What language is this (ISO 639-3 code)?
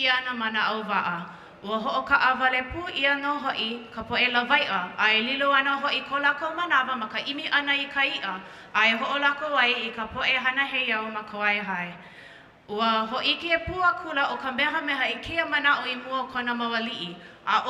haw